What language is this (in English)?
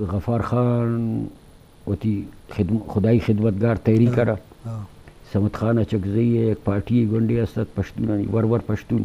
Eastern Balochi